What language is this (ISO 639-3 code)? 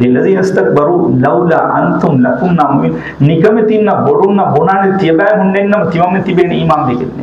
div